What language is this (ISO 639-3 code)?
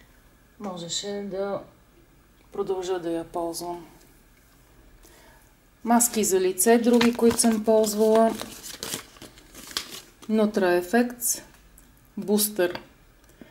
bul